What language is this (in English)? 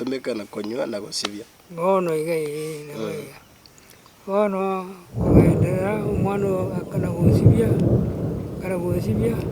Gusii